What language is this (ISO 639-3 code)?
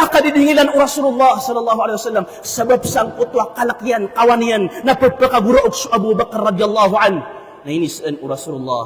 mrw